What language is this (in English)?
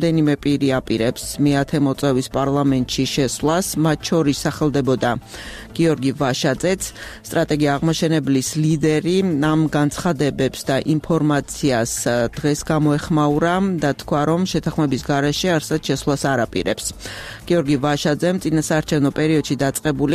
Georgian